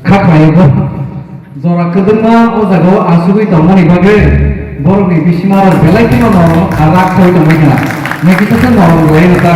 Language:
Kok Borok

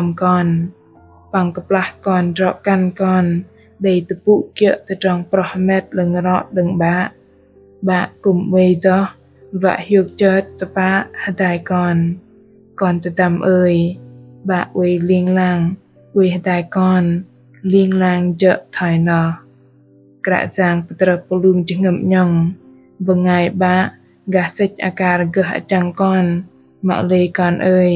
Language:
Bahnar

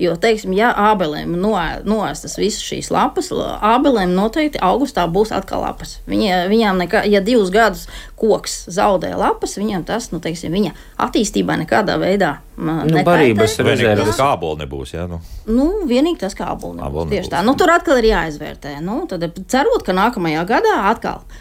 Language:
Latvian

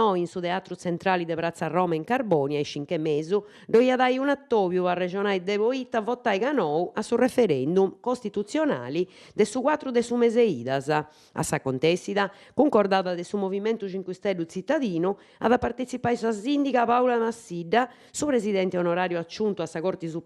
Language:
Sardinian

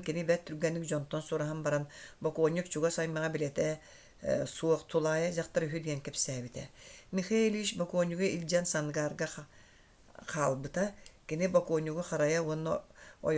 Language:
Yakut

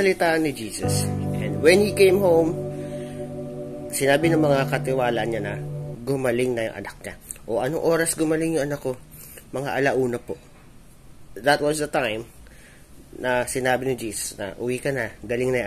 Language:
Filipino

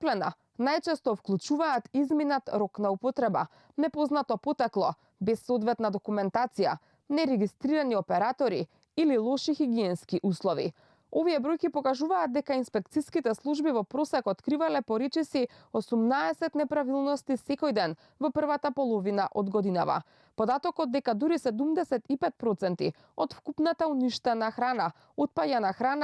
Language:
Macedonian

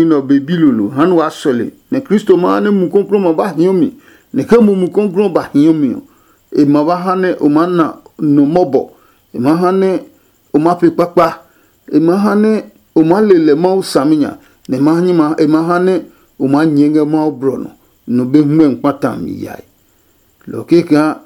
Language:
Adangme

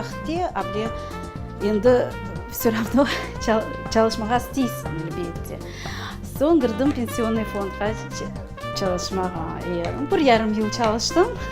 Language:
Crimean Tatar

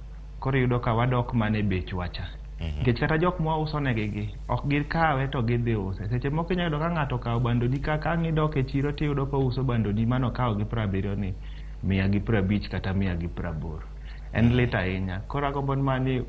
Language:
Luo (Kenya and Tanzania)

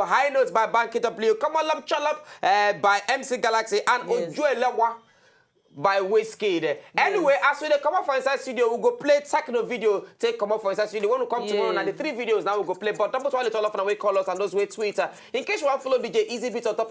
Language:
Nigerian Pidgin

